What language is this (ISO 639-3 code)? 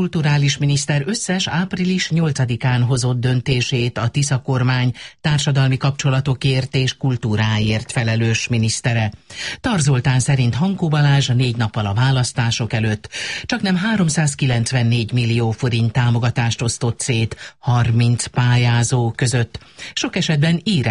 hun